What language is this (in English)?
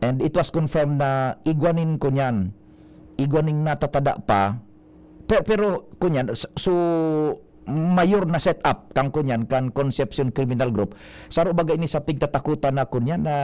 Bikol